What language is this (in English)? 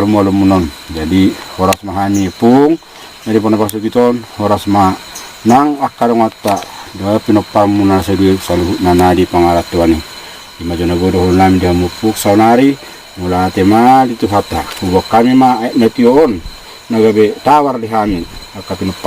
Batak Toba